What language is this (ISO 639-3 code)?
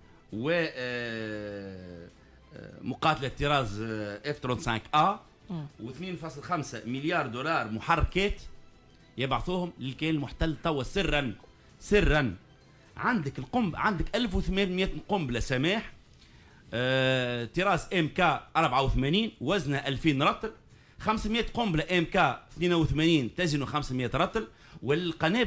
aeb